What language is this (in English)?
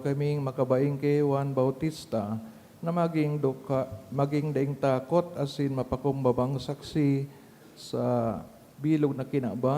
Bikol